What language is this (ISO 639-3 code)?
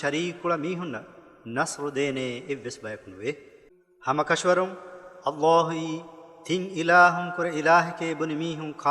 div